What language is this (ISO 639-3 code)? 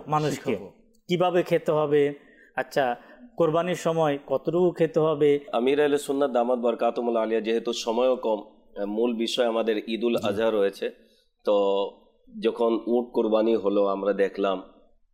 ben